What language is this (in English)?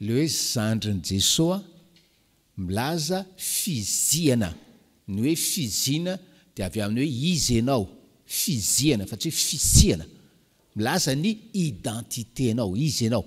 Malagasy